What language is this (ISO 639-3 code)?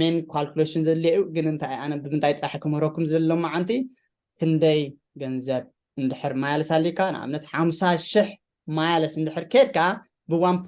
tir